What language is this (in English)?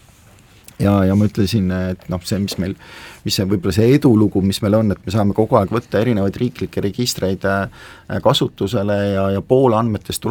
Estonian